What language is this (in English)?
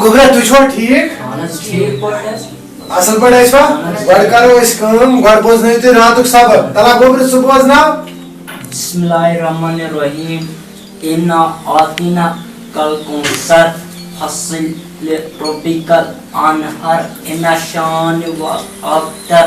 Kashmiri